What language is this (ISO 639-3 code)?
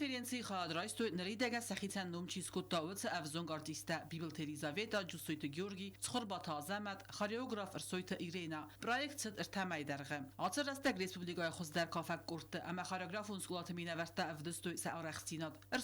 oss